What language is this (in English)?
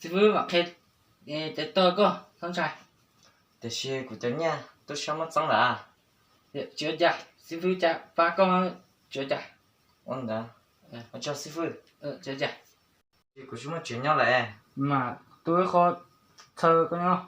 Hmong